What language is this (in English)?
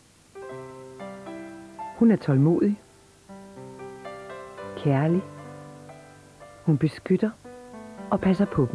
Danish